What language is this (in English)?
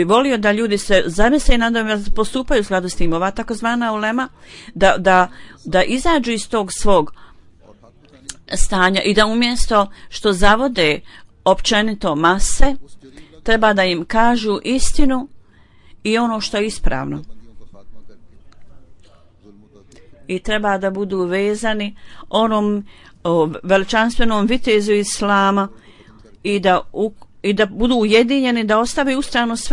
Bosnian